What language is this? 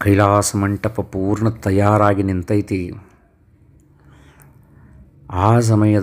Kannada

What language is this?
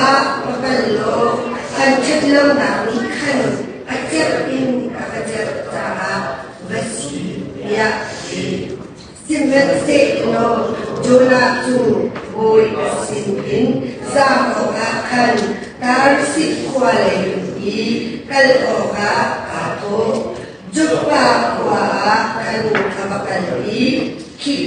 Hakha Chin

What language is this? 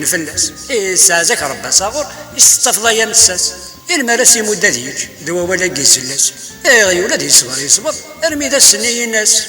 Kabyle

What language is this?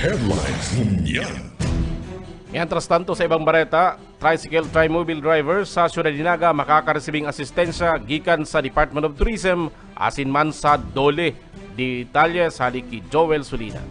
Bikol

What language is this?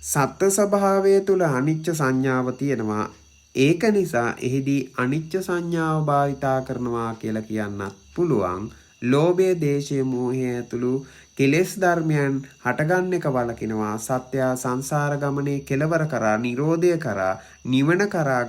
Sinhala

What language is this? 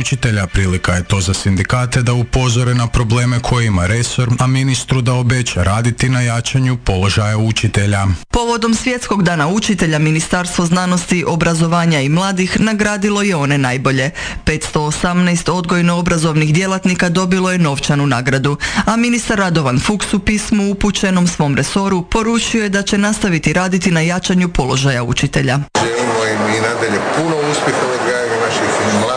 Croatian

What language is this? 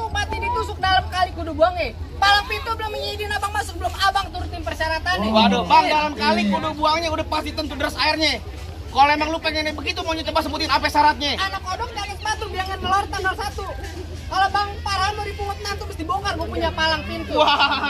Betawi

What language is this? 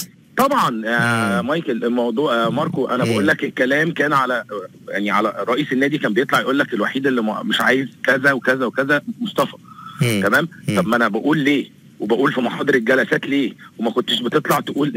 Egyptian Arabic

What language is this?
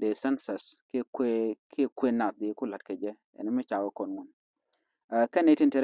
Nuer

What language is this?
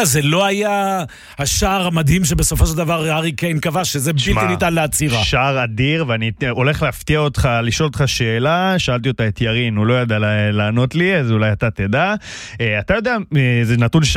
Hebrew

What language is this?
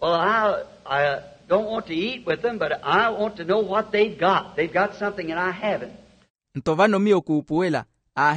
Makhuwa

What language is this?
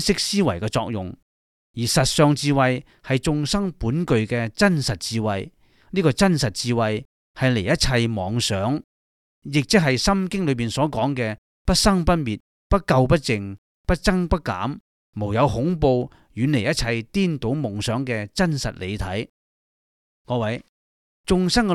Cantonese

